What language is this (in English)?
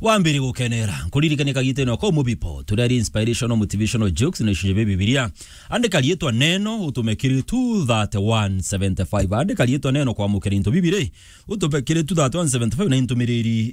Meru